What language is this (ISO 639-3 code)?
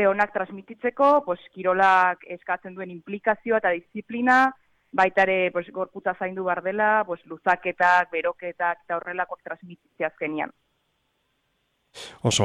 eus